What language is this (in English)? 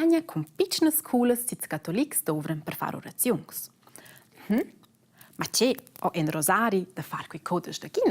Romansh